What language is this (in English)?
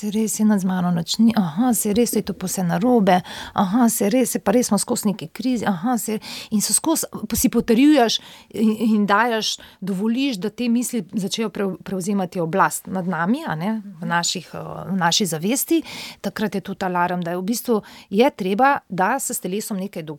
Slovenian